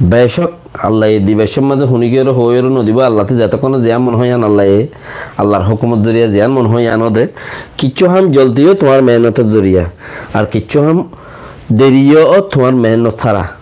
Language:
Rohingya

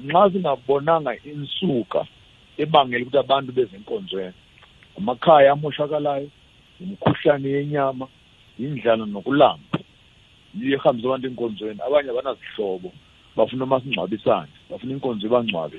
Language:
South Ndebele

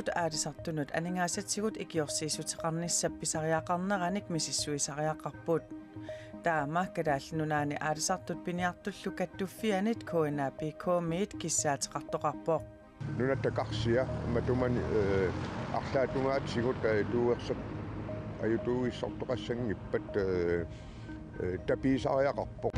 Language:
Kalaallisut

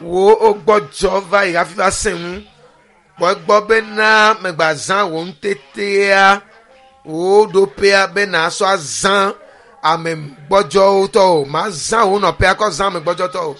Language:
Ewe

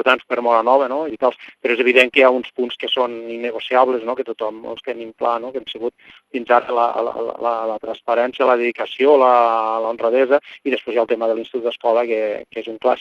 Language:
Catalan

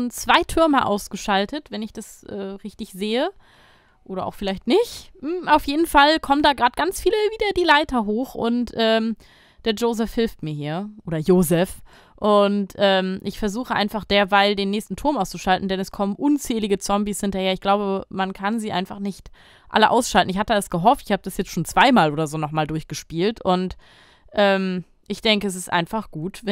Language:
German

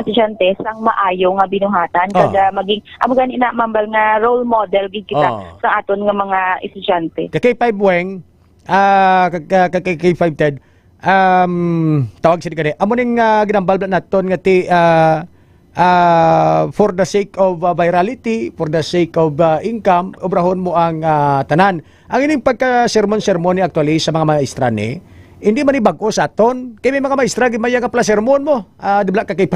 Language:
Hiligaynon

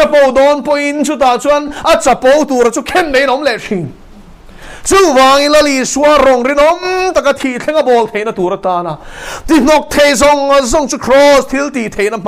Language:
Mizo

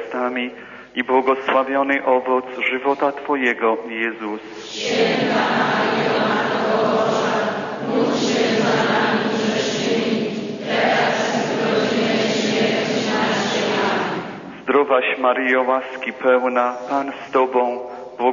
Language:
Polish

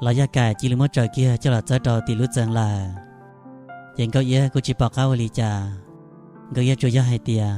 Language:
Hmong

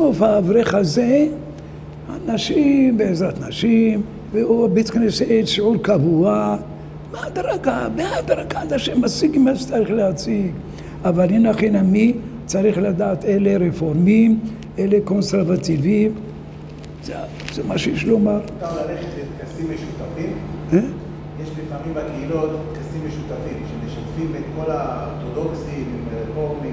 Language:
Hebrew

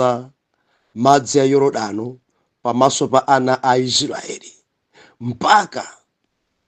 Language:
Nyanja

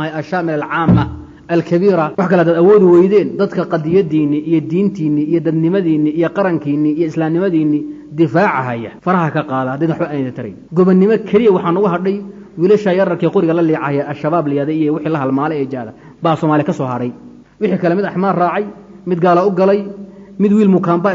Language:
Somali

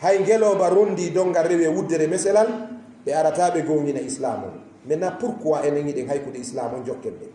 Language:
Fula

